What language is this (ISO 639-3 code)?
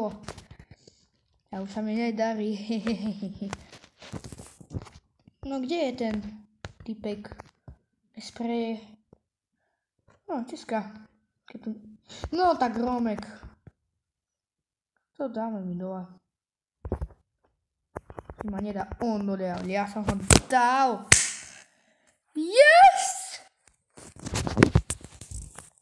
slk